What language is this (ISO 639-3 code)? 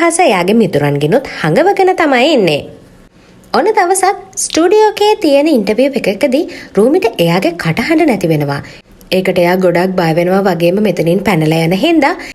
sin